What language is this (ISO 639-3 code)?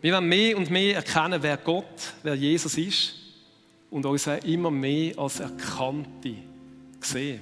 gsw